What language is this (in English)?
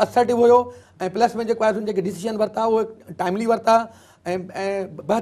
Sindhi